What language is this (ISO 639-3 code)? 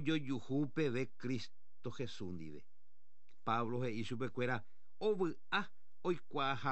grn